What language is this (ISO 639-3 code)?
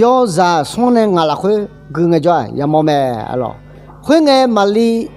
ahk